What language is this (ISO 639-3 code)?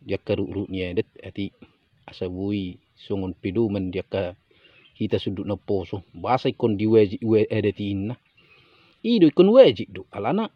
bbc